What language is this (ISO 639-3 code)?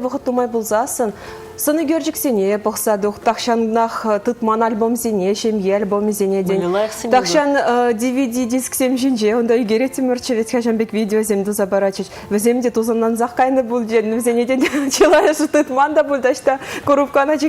chv